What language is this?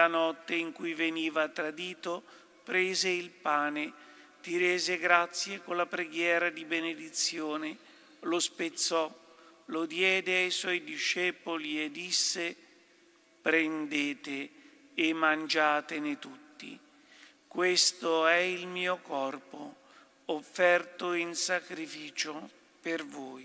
Italian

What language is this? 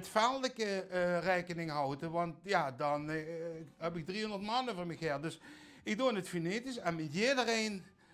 Limburgish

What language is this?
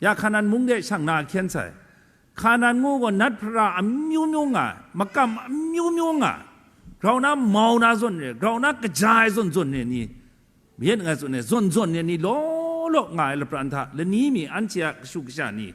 Kachin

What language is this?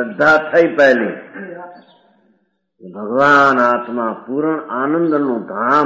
Gujarati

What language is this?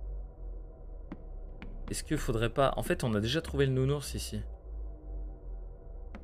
French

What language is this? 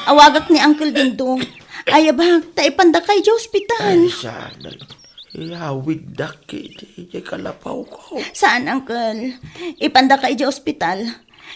Iloko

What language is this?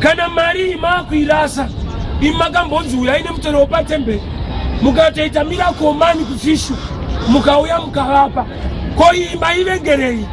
Shona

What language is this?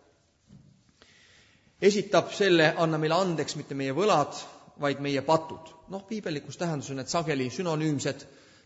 Estonian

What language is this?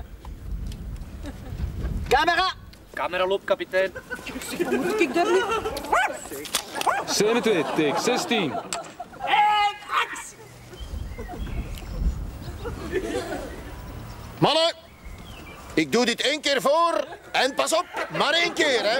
Dutch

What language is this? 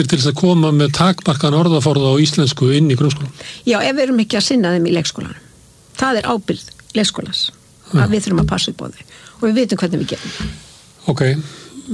Icelandic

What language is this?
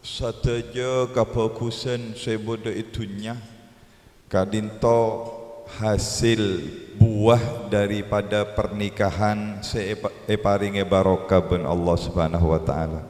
Madurese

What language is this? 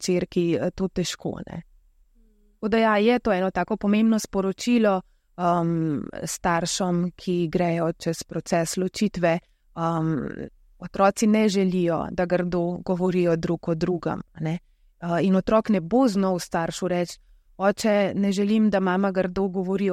Slovenian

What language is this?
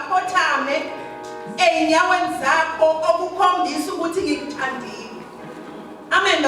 Zulu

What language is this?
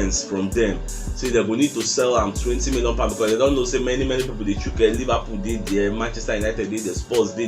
Nigerian Pidgin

